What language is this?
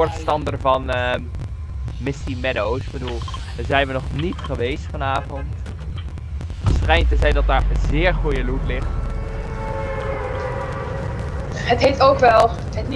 Dutch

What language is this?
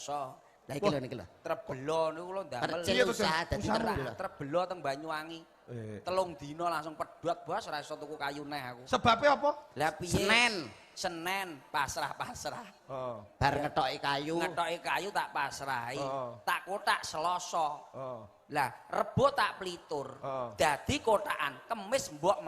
Javanese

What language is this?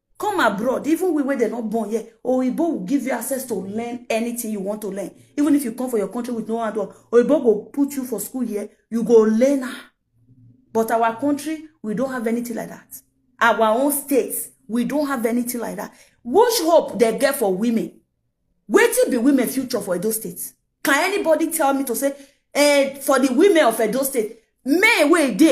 Nigerian Pidgin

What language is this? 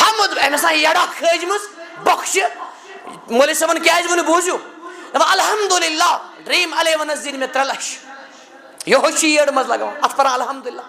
Kashmiri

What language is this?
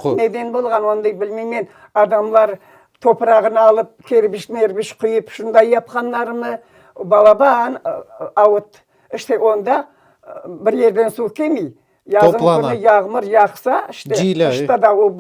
Crimean Tatar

